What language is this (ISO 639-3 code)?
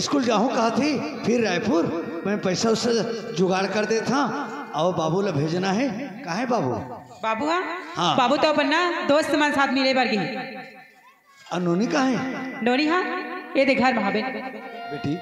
hne